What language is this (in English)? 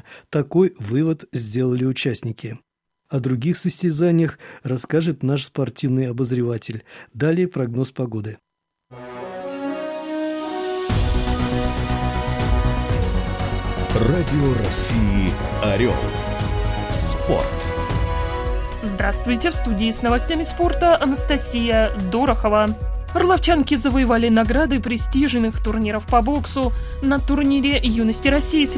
Russian